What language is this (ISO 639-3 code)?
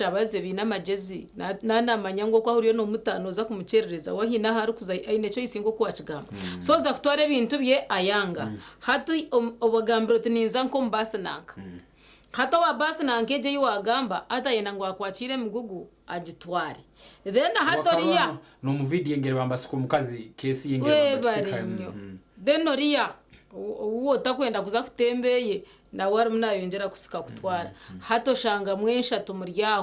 nyn